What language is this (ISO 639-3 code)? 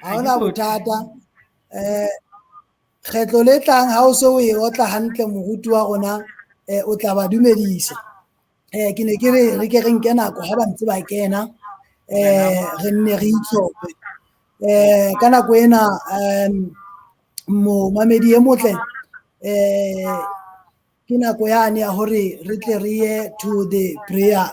sot